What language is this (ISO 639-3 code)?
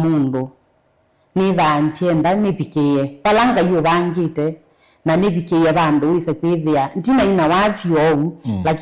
kam